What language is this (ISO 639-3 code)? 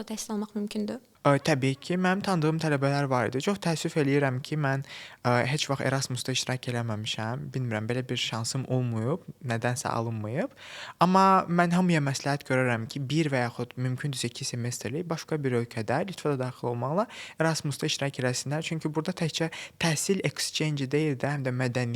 aze